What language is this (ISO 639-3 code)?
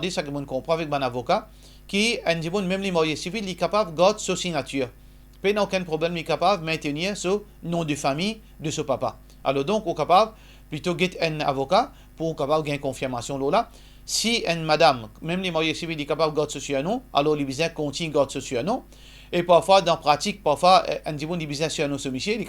mfe